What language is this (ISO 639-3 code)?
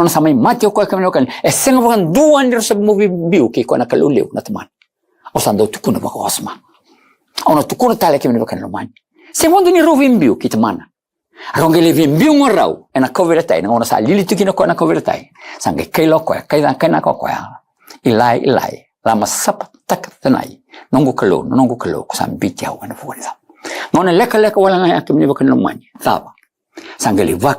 fij